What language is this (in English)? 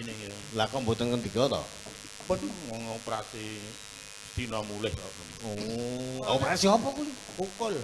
Javanese